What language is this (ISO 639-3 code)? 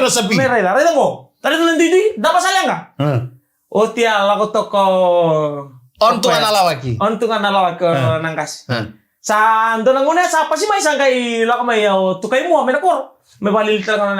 fij